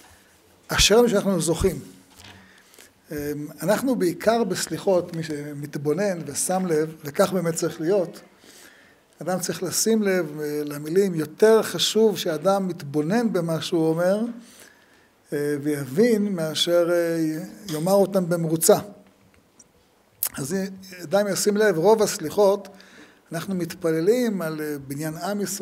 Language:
Hebrew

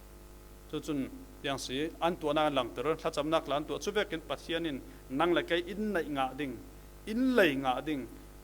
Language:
Falam Chin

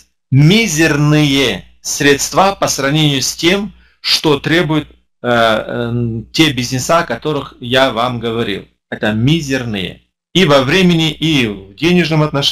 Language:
Russian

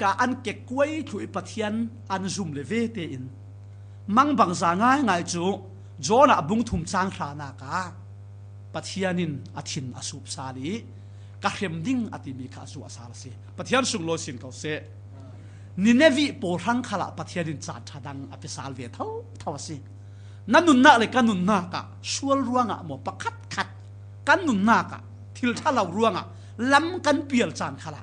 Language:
Falam Chin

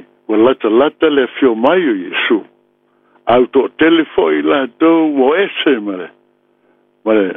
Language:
Samoan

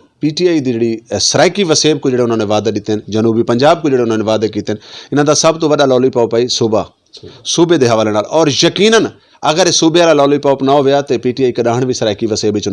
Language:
Saraiki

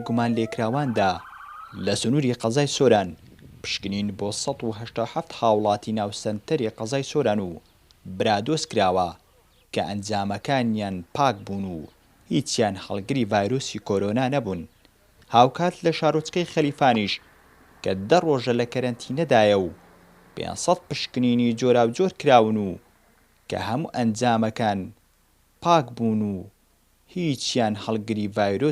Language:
Central Kurdish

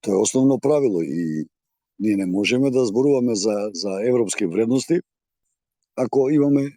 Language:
Macedonian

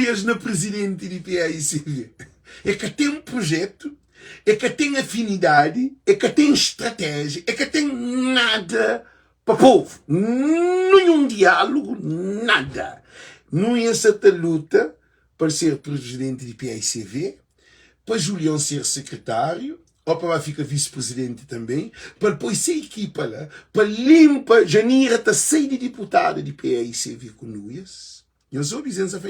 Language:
Kabuverdianu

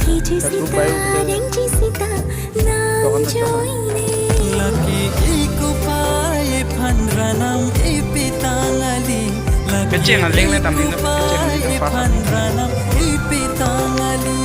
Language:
Karbi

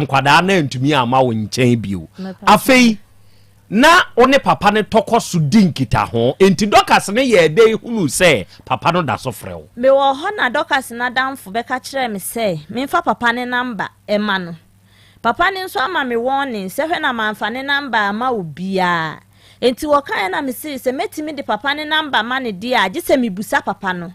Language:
Akan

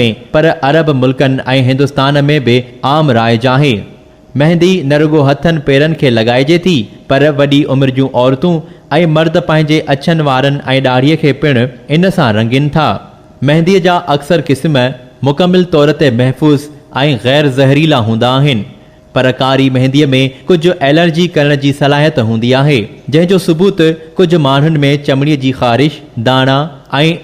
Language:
Sindhi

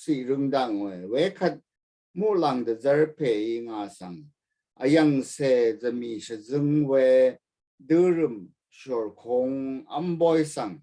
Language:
Rawang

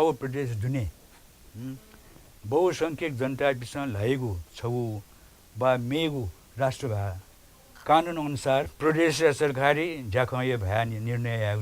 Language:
Newari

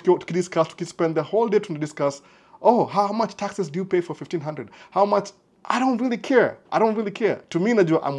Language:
Swahili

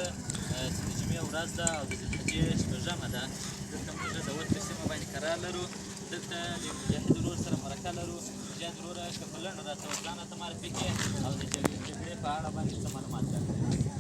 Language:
Pashto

